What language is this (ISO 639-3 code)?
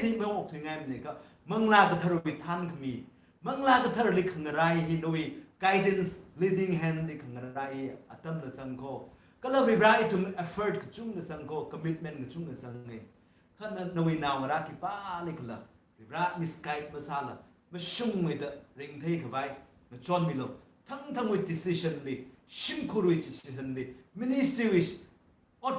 nmf